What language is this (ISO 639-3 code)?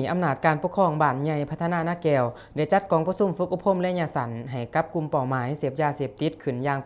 lao